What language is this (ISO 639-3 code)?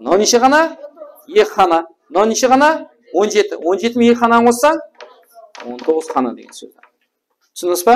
kaa